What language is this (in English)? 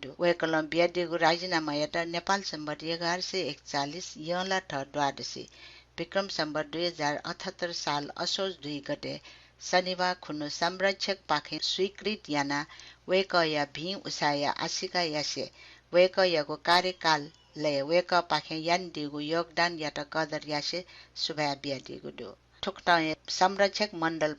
Newari